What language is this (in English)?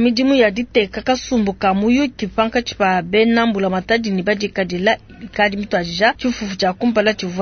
Luba-Lulua